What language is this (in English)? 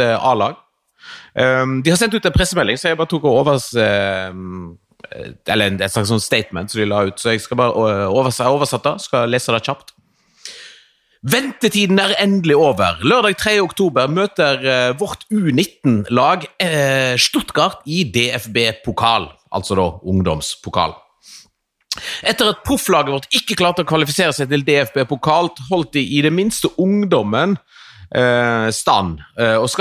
Norwegian